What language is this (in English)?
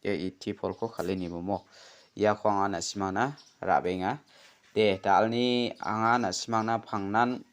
Garo